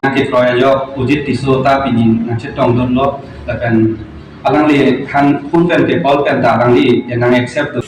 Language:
Karbi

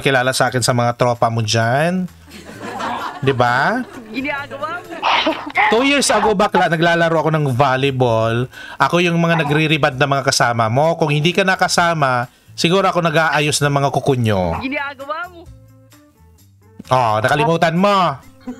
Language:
Filipino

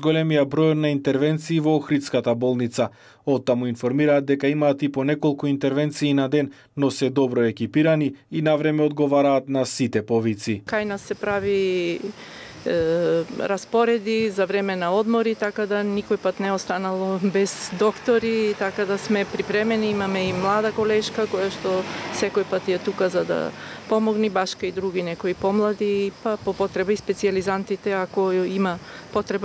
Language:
Macedonian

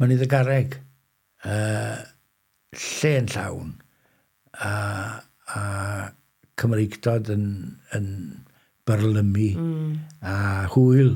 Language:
Welsh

